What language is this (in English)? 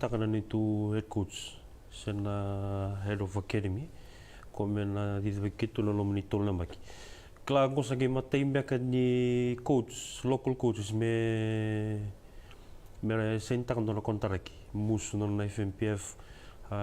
Fijian